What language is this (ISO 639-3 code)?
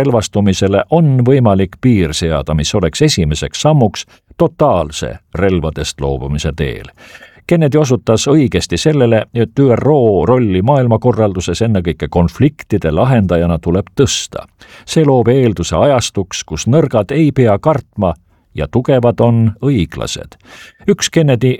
est